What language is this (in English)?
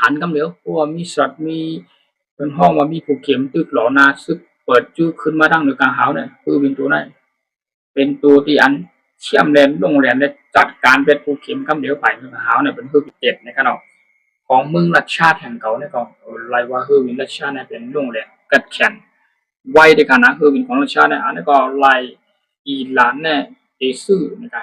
Shan